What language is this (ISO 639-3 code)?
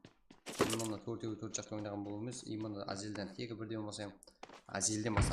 kaa